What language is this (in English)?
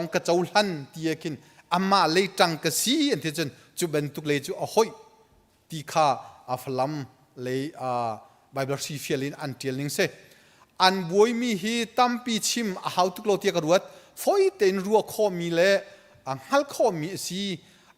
Hakha Chin